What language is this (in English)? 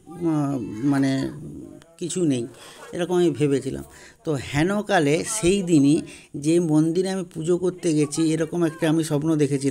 Bangla